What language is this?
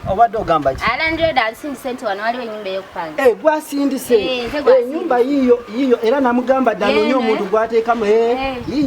Ganda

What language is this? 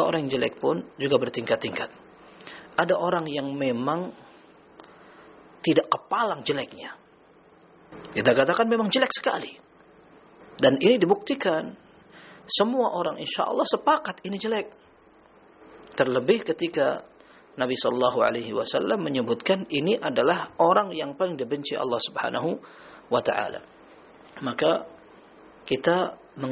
Indonesian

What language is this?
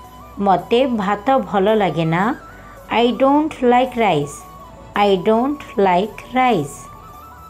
Odia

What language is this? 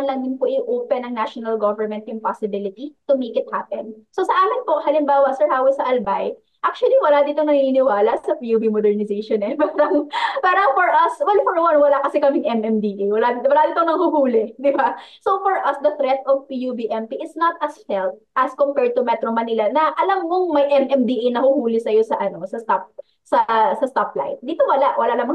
Filipino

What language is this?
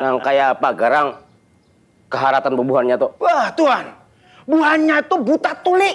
Banjar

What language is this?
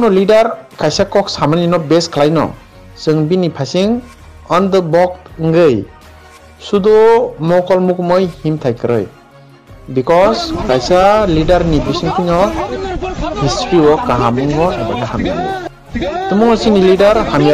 Riang (India)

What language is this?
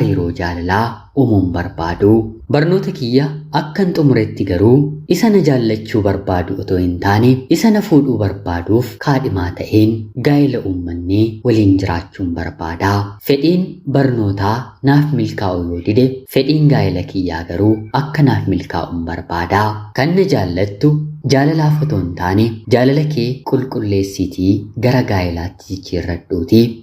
Oromo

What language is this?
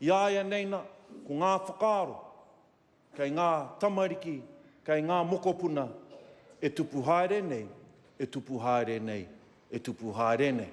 Māori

